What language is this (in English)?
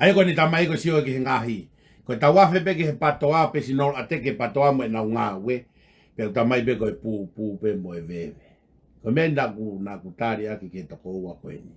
Tongan